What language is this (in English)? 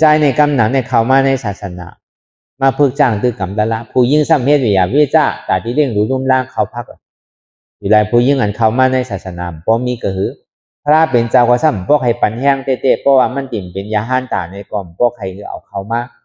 Shan